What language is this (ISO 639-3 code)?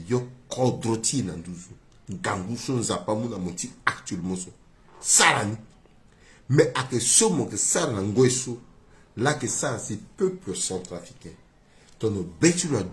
sag